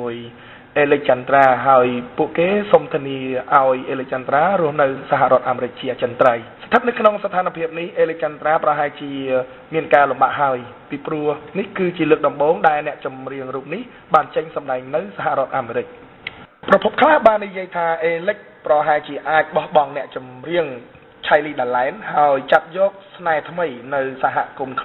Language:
Khmer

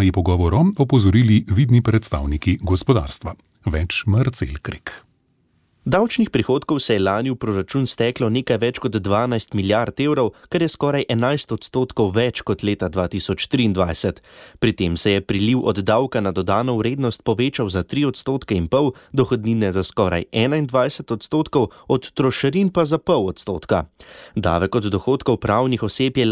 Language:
Slovenian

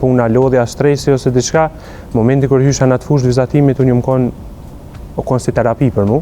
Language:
Albanian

